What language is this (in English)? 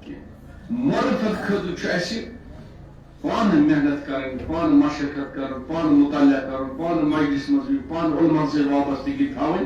Kashmiri